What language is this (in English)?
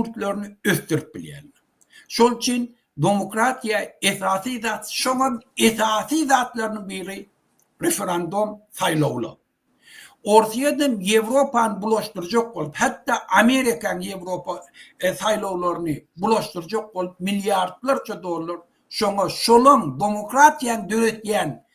Turkmen